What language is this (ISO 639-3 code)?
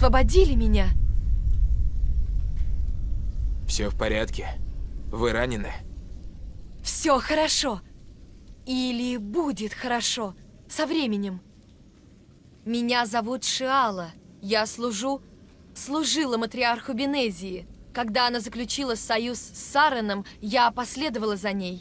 rus